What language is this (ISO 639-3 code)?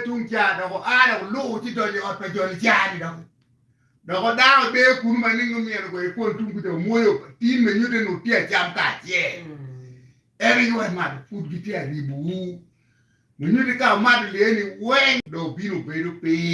ach